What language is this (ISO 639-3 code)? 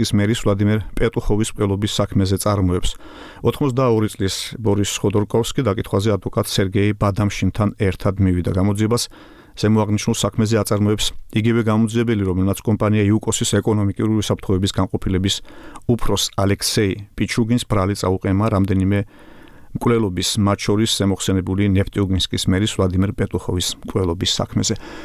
kat